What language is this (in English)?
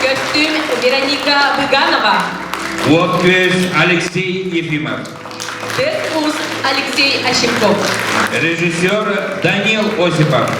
Yakut